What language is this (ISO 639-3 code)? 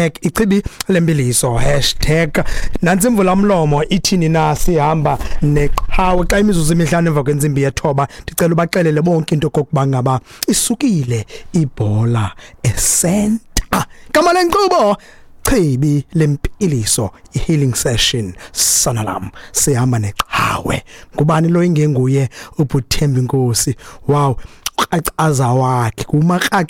xho